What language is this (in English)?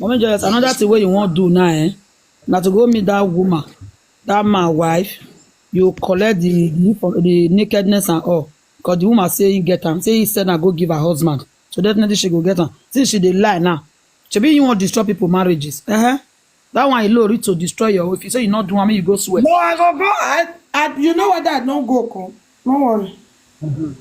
Nigerian Pidgin